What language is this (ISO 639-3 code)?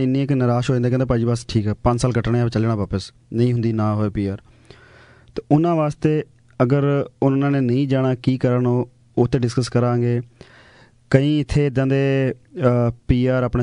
pan